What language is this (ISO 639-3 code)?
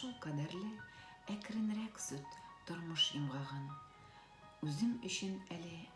tat